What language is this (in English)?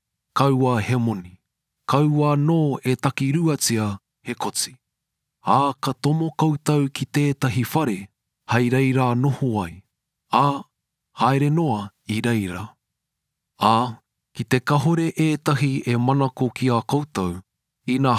Māori